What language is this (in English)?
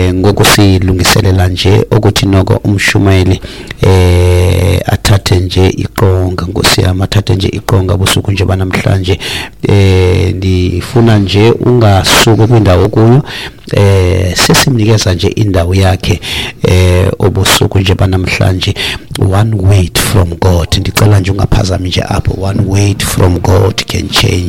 Xhosa